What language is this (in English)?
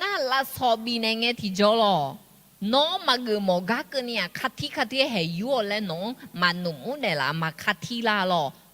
Akha